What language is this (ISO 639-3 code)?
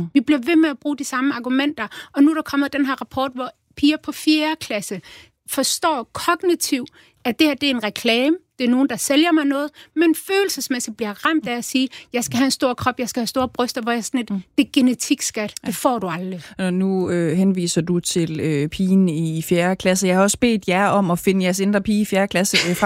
dan